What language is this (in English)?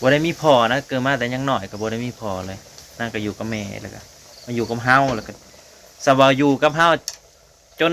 Northeastern Thai